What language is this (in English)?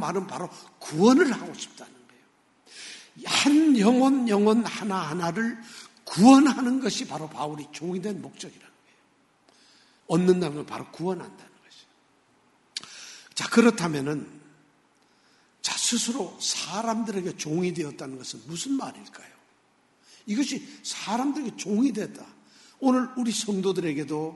Korean